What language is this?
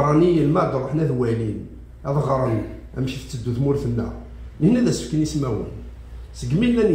Kabyle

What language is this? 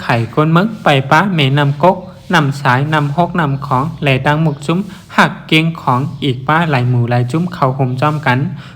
Shan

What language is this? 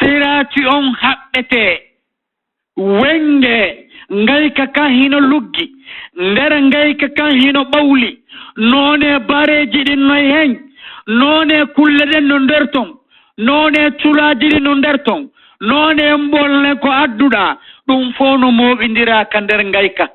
Fula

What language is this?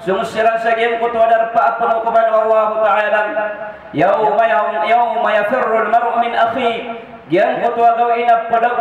Maranao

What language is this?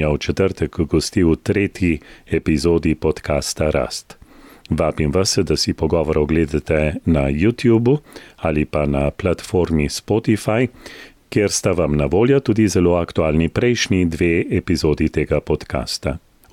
Slovenian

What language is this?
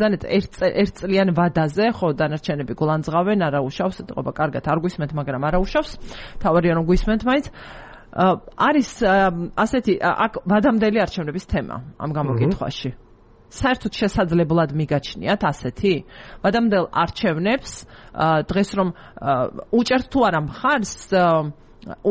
Georgian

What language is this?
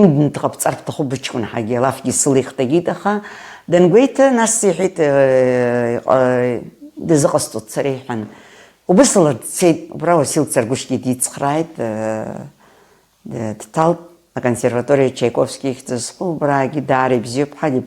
Abkhazian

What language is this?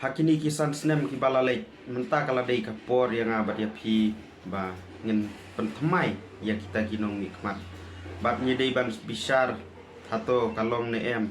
Khasi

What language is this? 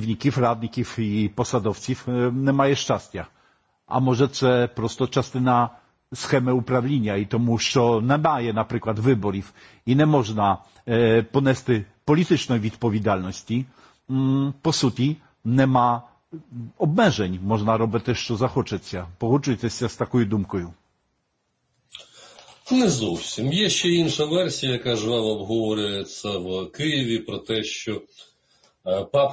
Ukrainian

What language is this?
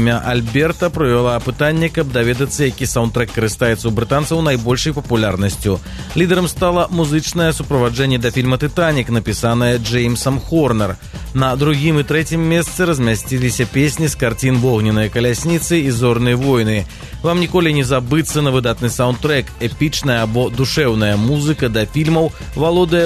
Belarusian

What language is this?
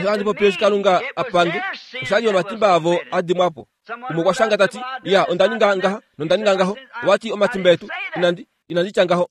Kuanyama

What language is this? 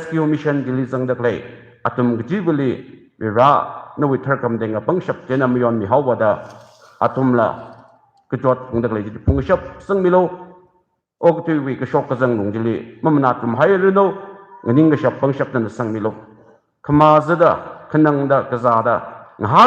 Tangkhul Naga (India)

